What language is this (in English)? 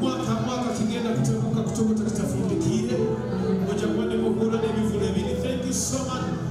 Nyoro